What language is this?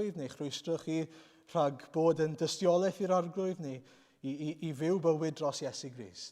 Welsh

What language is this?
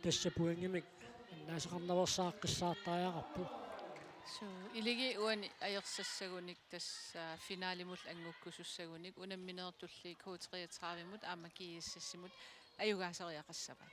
Kalaallisut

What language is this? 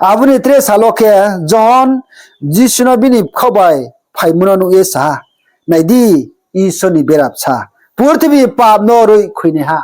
Riang (India)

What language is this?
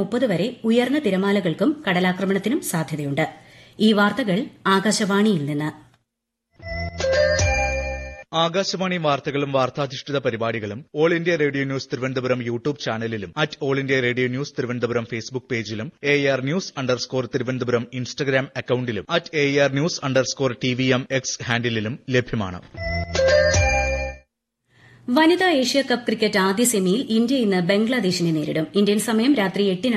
Malayalam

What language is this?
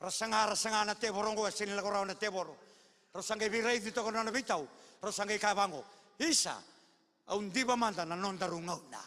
Fijian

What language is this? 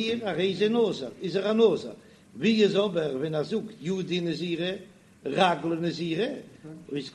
Yiddish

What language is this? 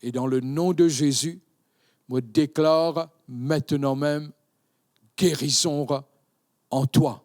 Morisyen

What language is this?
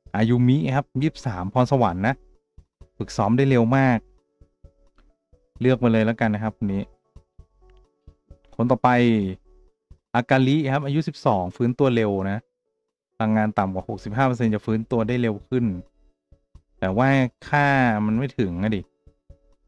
Thai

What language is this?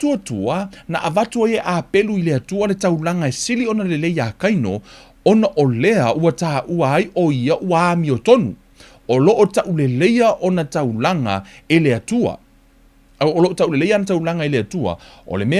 Samoan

